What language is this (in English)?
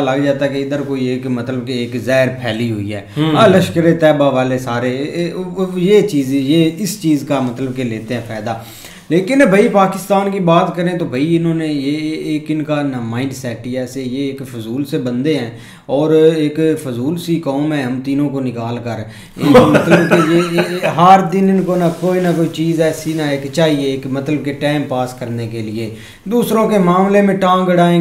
Hindi